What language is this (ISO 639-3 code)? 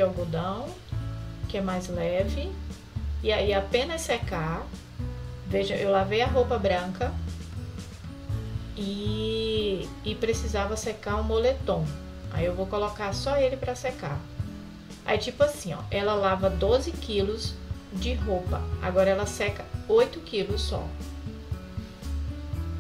por